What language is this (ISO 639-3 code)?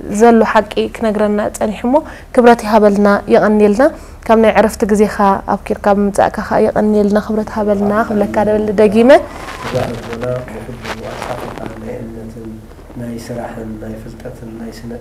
tir